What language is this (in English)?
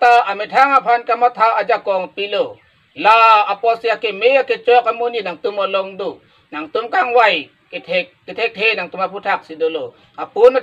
Karbi